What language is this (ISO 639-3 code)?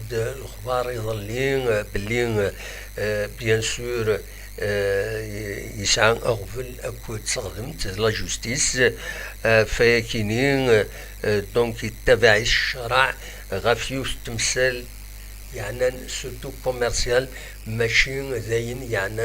kab